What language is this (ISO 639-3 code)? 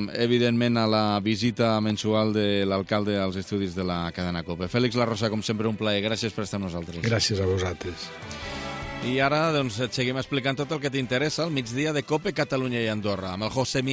cat